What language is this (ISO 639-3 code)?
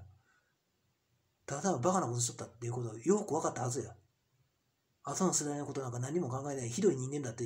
jpn